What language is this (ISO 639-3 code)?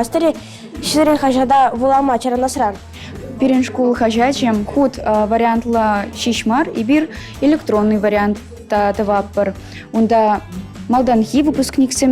chv